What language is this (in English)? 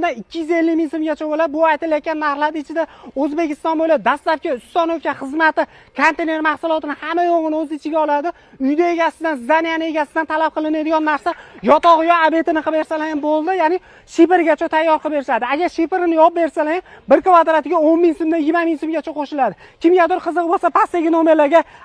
Uzbek